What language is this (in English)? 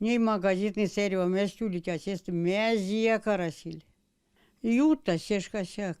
Erzya